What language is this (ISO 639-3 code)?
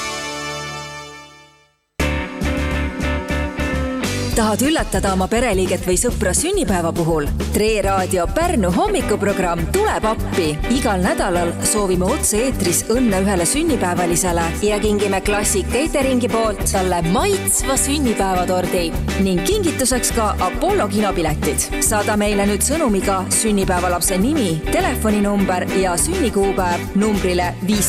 est